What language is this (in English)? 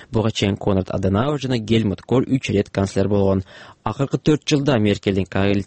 Kyrgyz